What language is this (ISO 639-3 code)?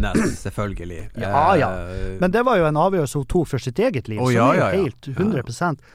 nor